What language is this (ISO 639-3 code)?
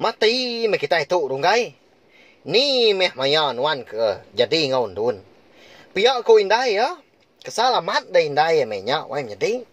iba